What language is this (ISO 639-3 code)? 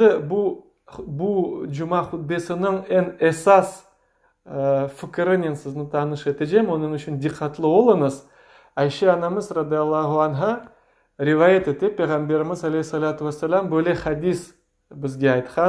crh